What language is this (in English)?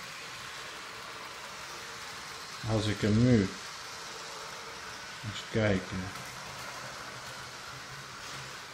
Dutch